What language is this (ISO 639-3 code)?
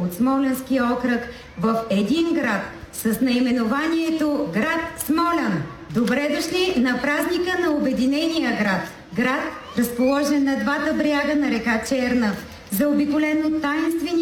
bul